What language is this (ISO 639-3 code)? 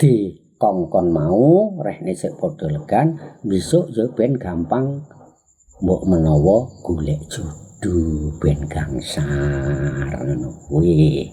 jav